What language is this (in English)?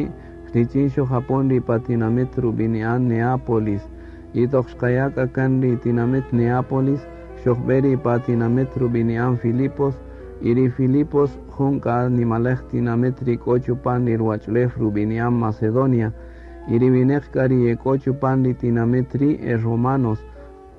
Kaqchikel